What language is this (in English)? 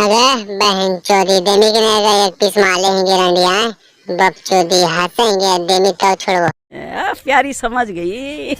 Magahi